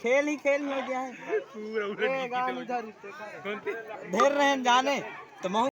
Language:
Chhattisgarhi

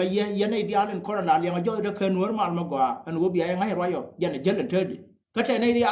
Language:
Nuer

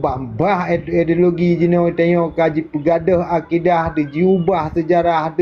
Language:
Achinese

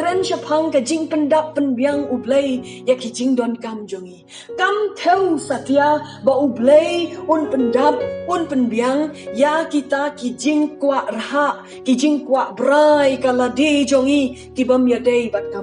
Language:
Khasi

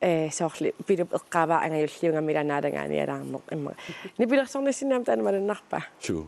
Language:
Kalaallisut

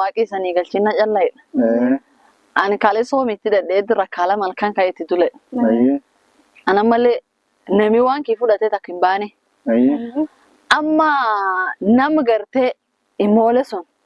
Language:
Oromo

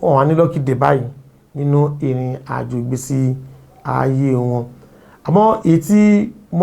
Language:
Yoruba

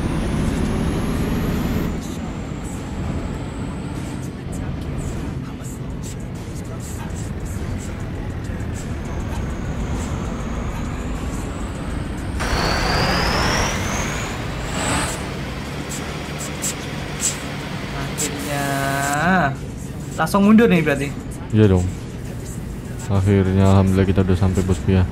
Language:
Indonesian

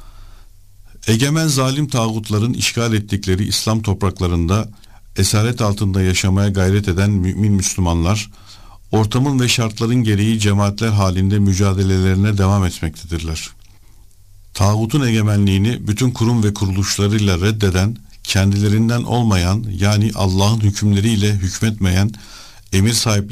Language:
Turkish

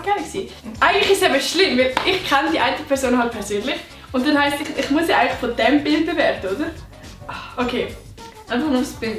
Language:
Swiss German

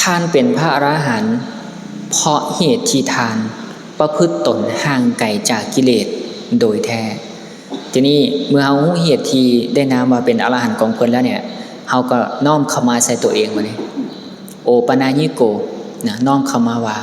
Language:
Lao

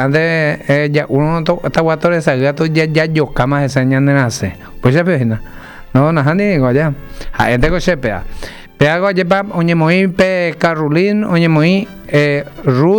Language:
Guarani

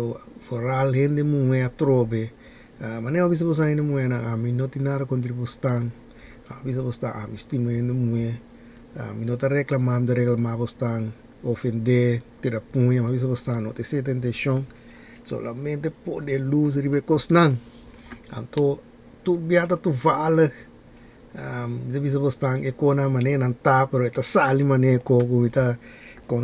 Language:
Papiamento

